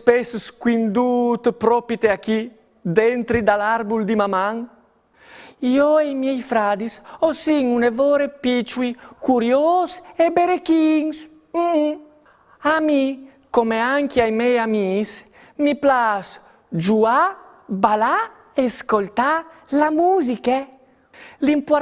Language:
Friulian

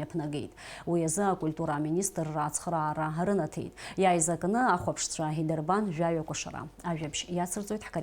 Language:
Abkhazian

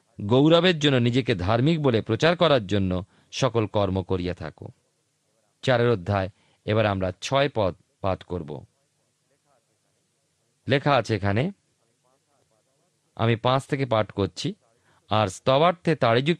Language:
Bangla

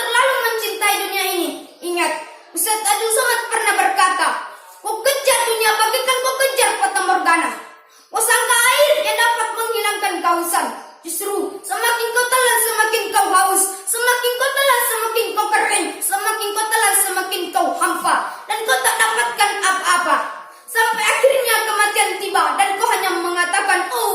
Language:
Buginese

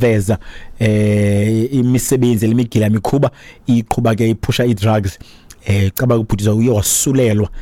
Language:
Xhosa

